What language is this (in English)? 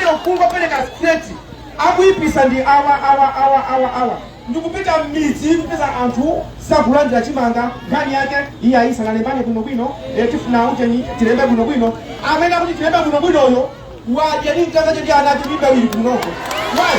Nyanja